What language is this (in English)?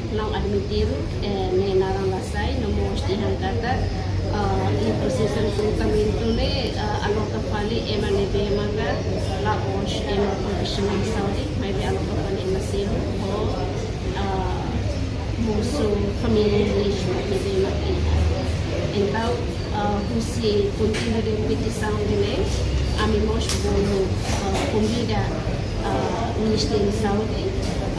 Tetum